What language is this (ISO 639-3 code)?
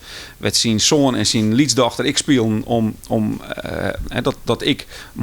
fry